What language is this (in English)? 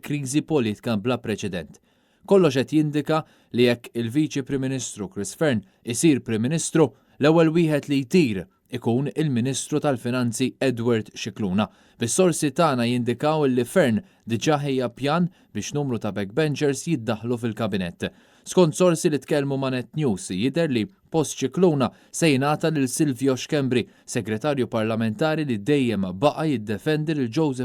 Maltese